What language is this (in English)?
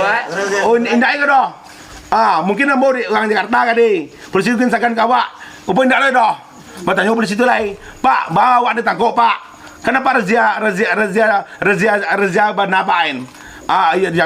Minangkabau